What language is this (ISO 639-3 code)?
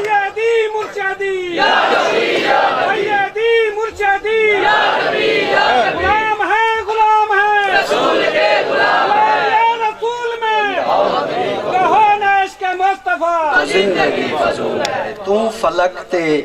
skr